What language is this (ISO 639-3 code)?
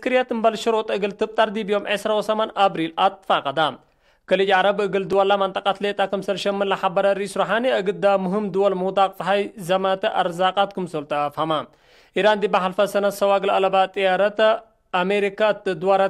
tig